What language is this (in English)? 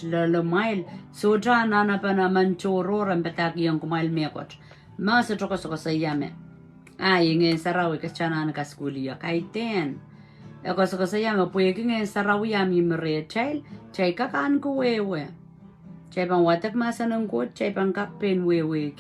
Pohnpeian